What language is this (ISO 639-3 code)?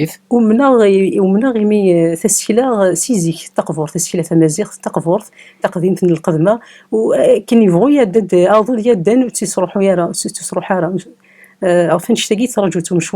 kab